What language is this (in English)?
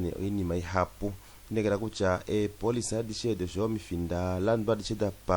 Kuanyama